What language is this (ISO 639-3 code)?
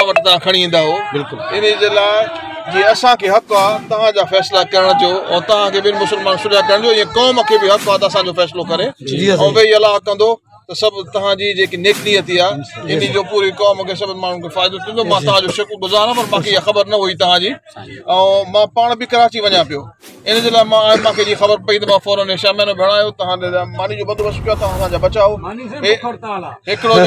snd